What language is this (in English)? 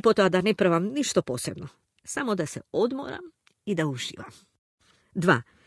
Macedonian